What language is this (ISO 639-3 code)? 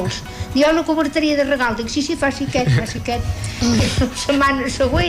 cat